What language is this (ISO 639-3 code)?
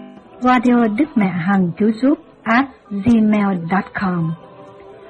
vie